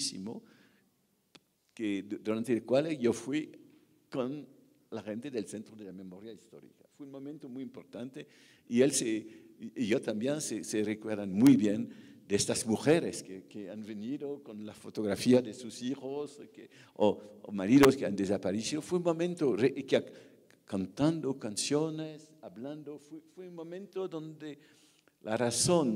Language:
Spanish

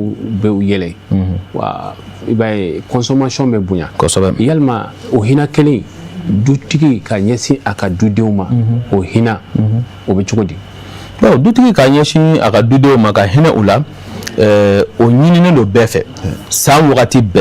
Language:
Bambara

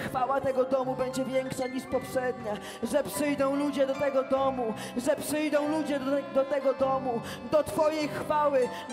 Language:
Polish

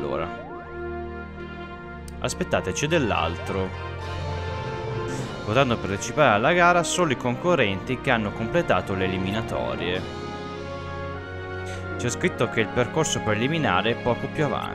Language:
Italian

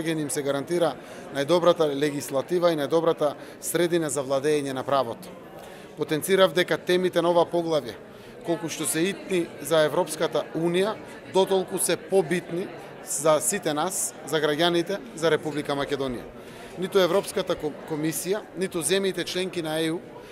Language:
Macedonian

